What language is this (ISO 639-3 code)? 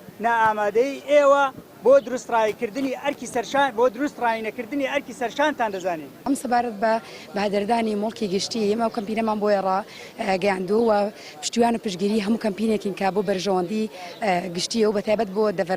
ckb